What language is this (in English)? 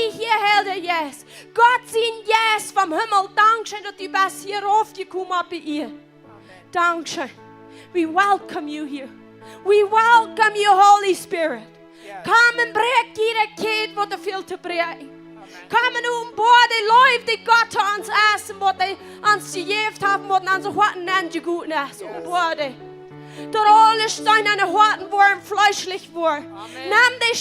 Plautdietsch